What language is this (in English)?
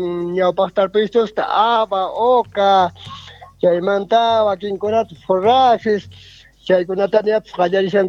South Bolivian Quechua